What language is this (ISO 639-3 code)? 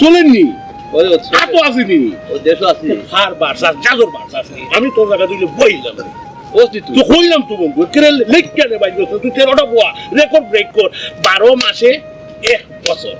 syl